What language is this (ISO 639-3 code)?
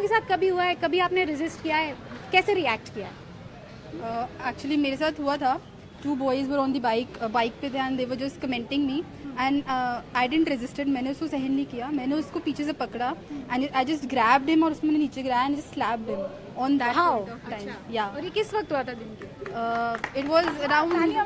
hin